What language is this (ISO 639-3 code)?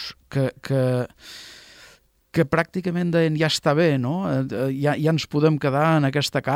cat